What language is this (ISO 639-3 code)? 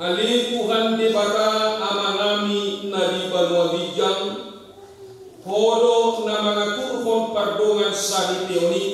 bbc